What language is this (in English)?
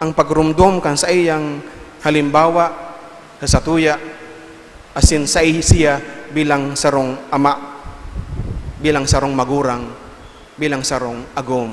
Bikol